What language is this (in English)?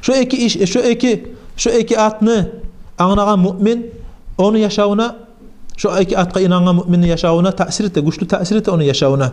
Kumyk